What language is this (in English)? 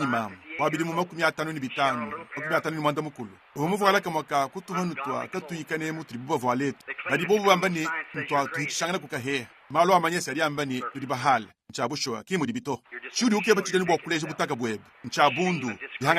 Luba-Lulua